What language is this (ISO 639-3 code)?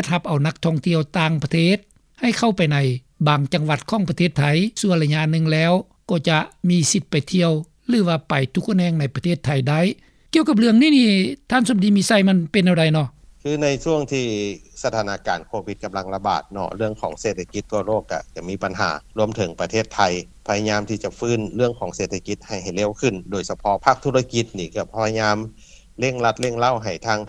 lao